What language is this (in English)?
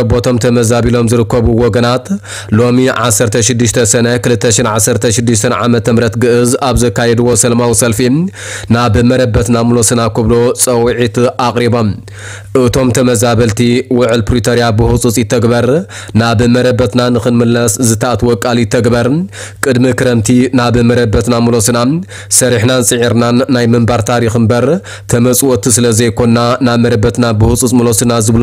Tigrinya